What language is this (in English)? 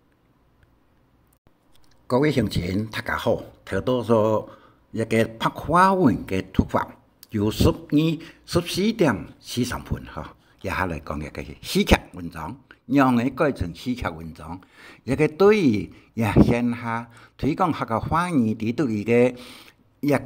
Hakka Chinese